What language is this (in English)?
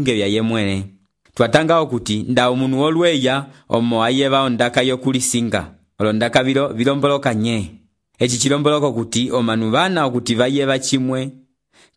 Umbundu